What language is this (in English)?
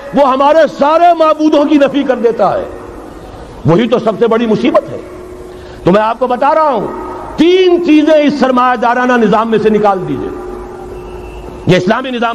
Urdu